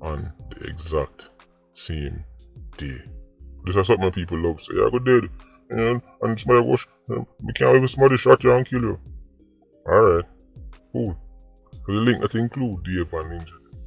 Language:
Jamaican Creole English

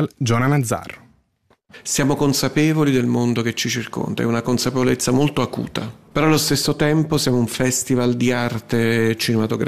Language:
Italian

